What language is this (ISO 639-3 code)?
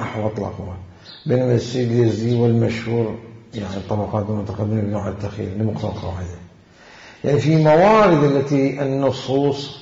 acm